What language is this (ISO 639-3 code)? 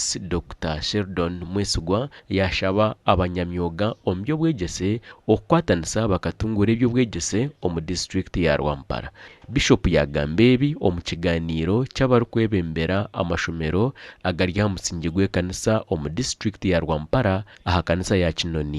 nyn